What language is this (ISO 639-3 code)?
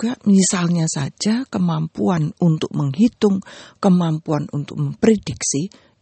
ind